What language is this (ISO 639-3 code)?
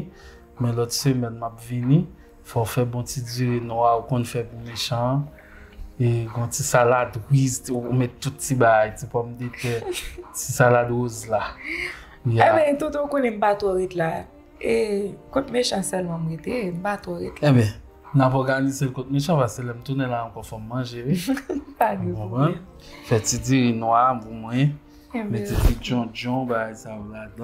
hat